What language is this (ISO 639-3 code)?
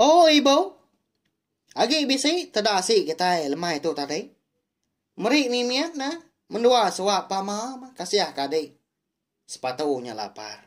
iba